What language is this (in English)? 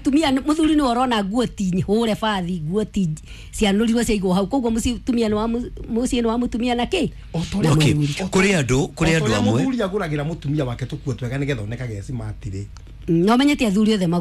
Kikuyu